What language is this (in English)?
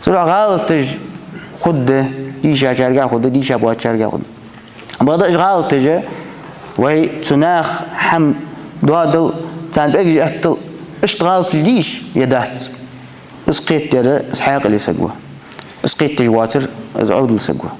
Ingush